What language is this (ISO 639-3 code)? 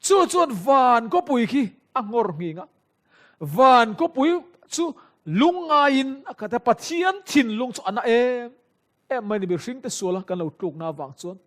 lus